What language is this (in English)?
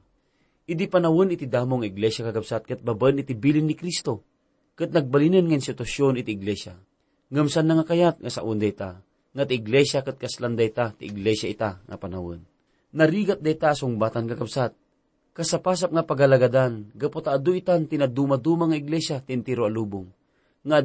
Iloko